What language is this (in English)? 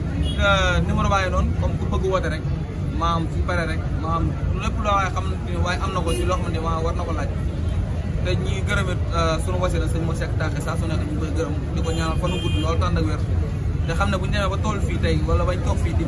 Wolof